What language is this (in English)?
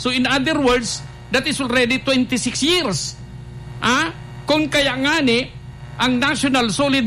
Bikol